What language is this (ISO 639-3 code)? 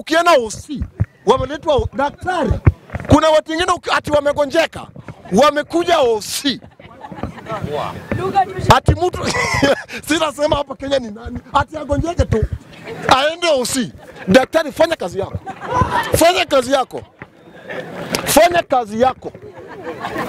swa